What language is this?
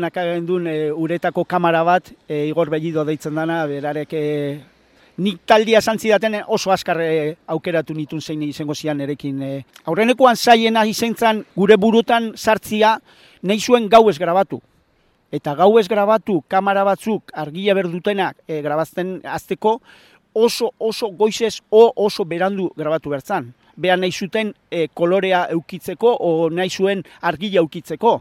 Basque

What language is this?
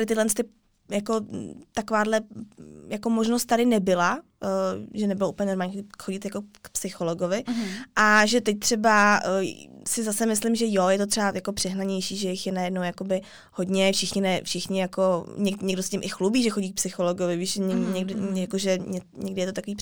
Czech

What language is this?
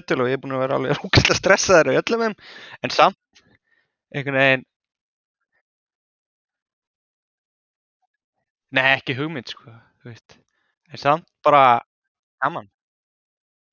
Icelandic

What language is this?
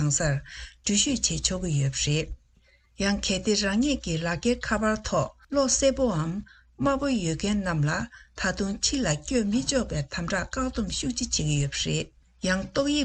Tibetan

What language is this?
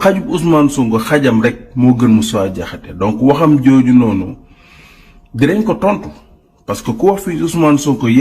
Wolof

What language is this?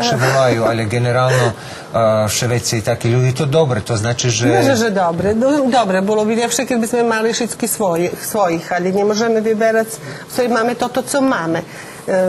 Rusyn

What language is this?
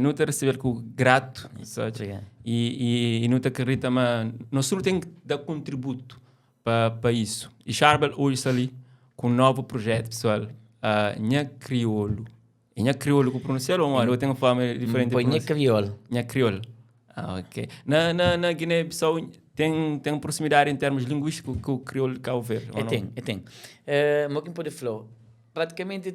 Kabuverdianu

